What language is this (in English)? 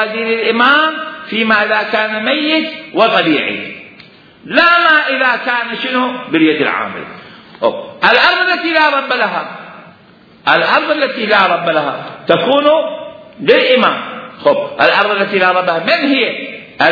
Mesopotamian Arabic